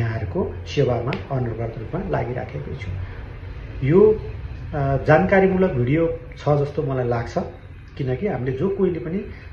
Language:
Nepali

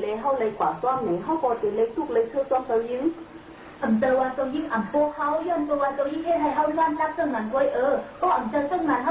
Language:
Shan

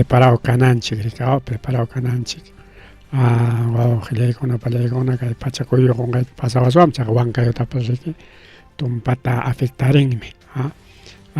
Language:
Ayacucho Quechua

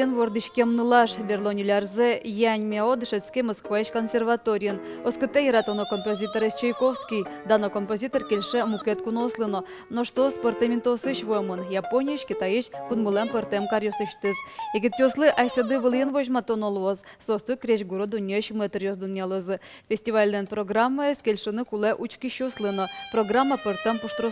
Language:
Udmurt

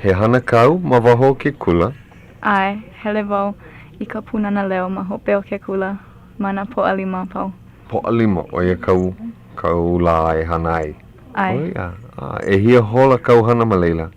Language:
Hawaiian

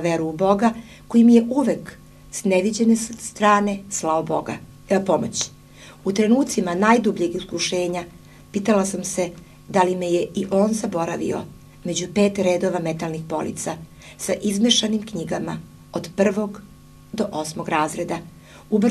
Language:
Serbian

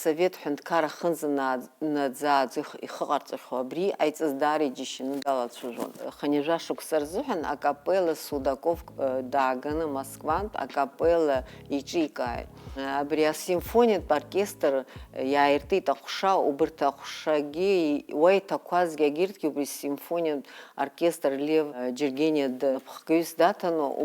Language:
Abkhazian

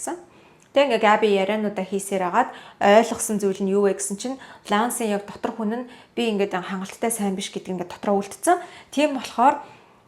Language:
Mongolian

